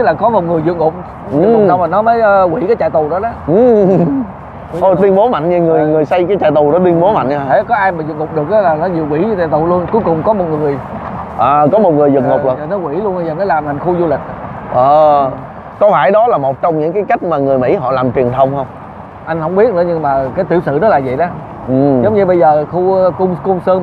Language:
Vietnamese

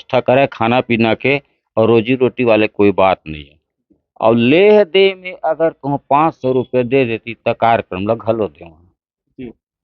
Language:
Chhattisgarhi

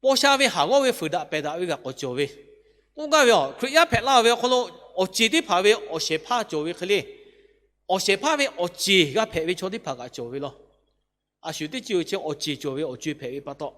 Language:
Lahu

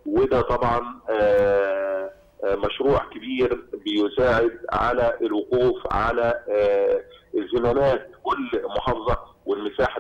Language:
Egyptian Arabic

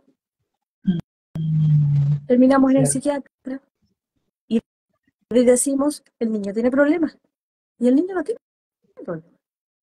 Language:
Spanish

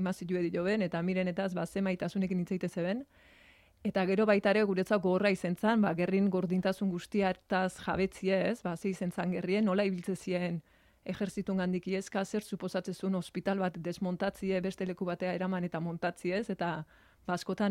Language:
Basque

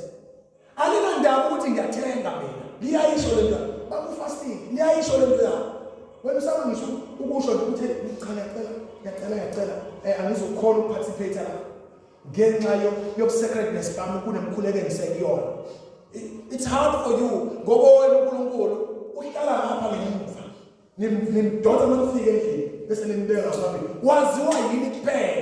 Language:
Zulu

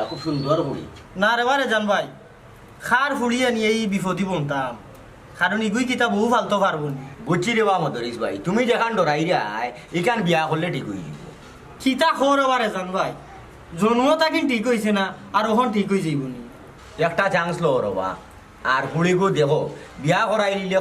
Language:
Sylheti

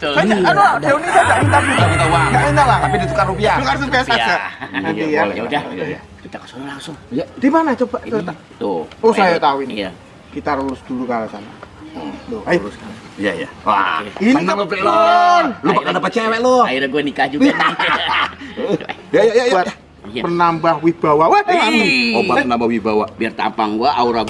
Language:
Betawi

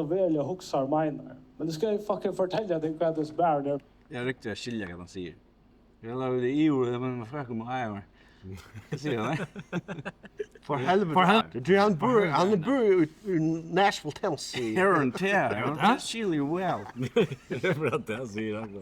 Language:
Faroese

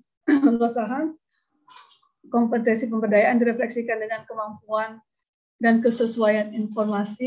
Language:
Indonesian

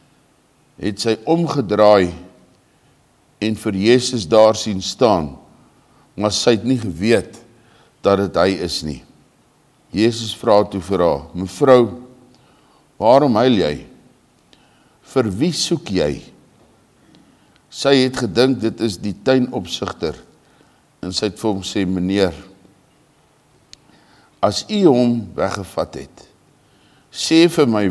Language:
Afrikaans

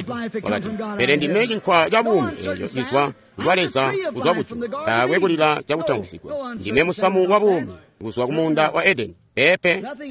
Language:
Tonga (Zambia)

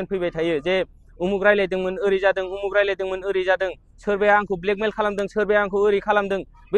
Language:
Bodo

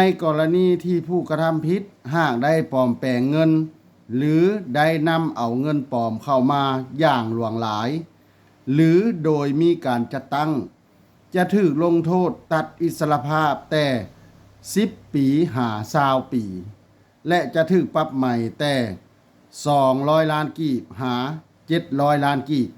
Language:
Lao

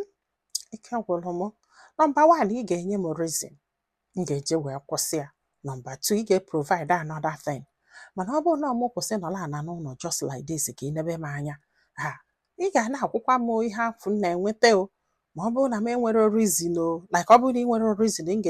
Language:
Igbo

